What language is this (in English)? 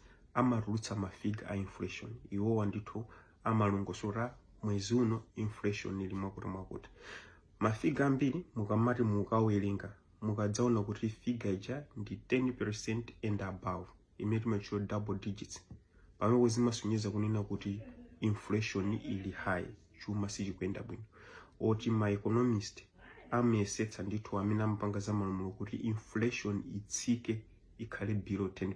Nyanja